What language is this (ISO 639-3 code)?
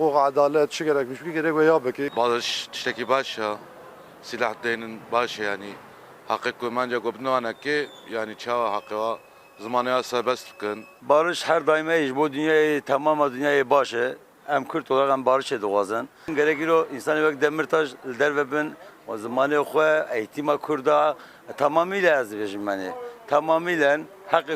kur